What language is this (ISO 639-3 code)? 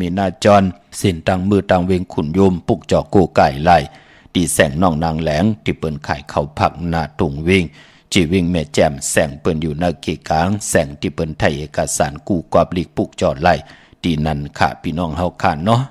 shn